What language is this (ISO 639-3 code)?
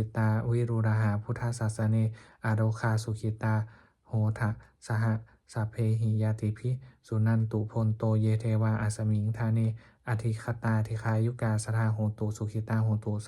pli